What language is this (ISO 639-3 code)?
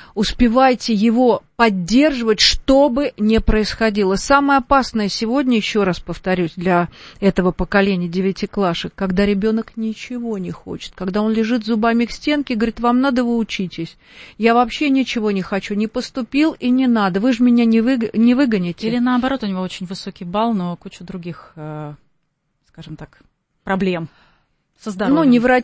rus